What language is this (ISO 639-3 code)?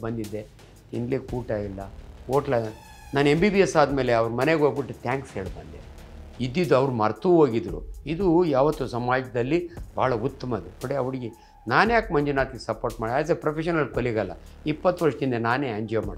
kan